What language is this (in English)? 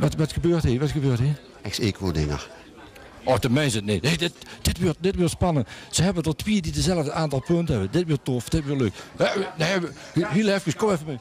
Limburgish